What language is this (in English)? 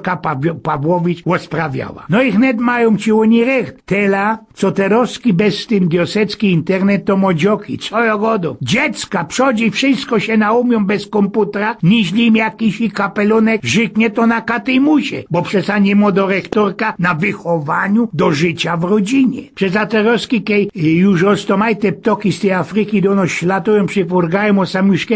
Silesian